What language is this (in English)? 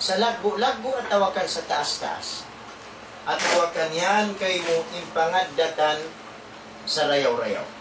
Tausug